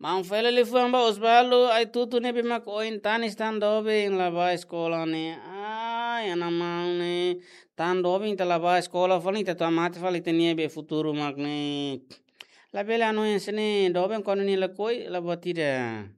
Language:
Tetum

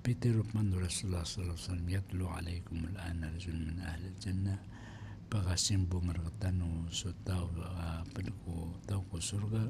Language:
Maranao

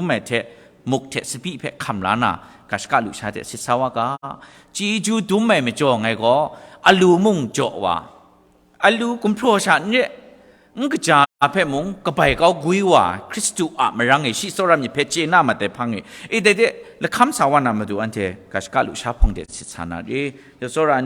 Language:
Kachin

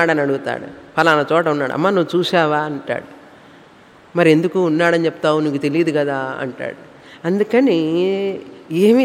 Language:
Telugu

